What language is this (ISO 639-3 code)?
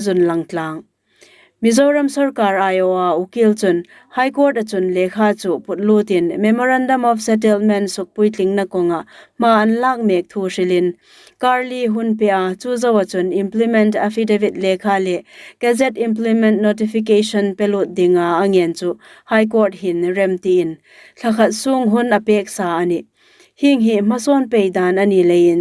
hmr